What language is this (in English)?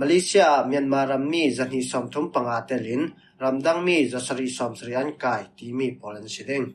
Falam Chin